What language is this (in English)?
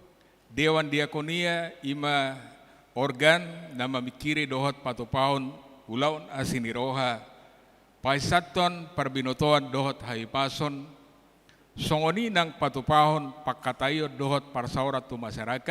Batak Toba